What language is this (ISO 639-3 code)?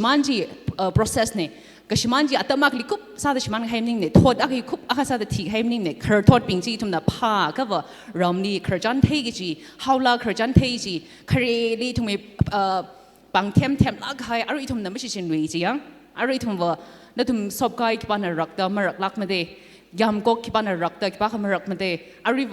nmf